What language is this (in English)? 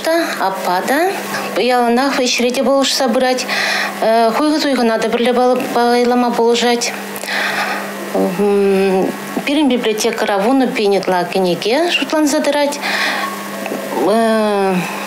Chuvash